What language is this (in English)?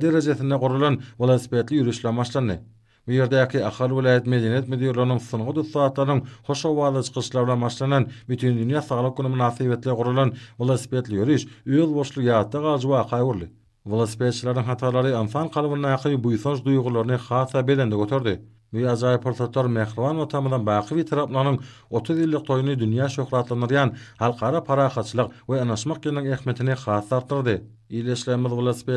Turkmen